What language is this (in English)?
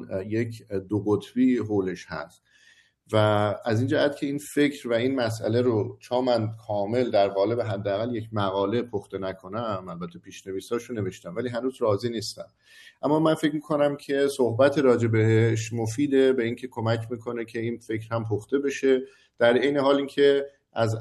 Persian